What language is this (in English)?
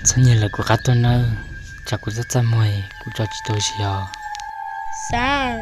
Hmong